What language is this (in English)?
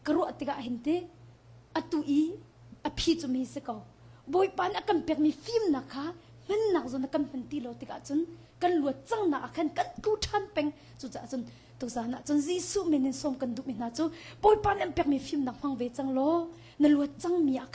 Hakha Chin